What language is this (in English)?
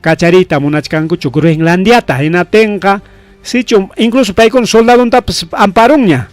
Ayacucho Quechua